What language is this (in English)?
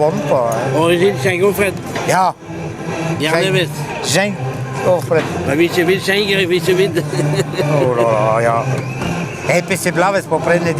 Breton